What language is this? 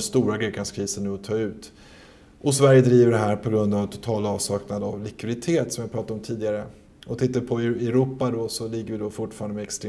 Swedish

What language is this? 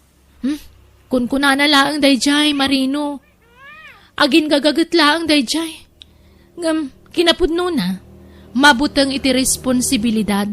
Iloko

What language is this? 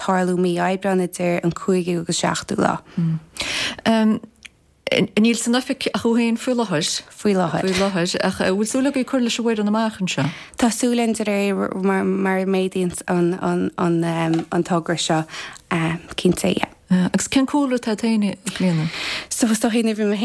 Irish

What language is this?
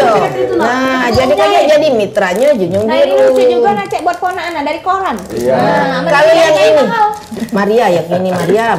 Musi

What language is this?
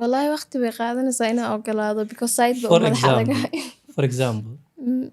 Somali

